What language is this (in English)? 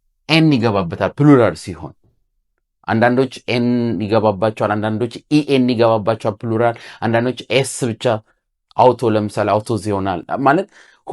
Amharic